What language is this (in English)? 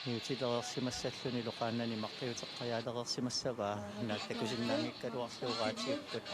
Kalaallisut